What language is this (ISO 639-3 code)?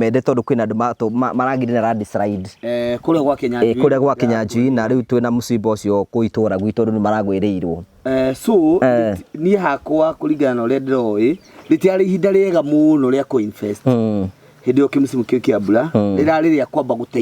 kik